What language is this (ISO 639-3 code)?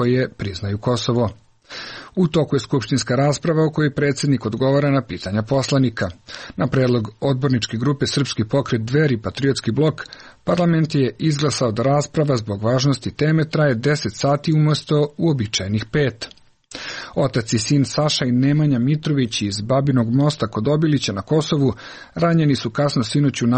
srp